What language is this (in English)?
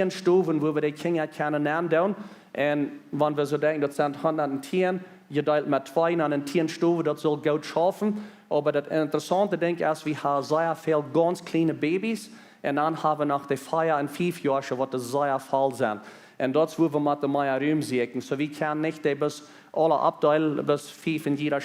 Plautdietsch